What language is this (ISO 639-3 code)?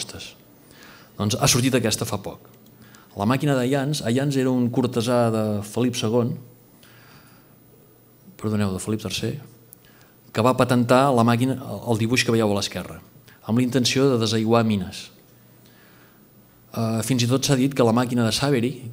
cat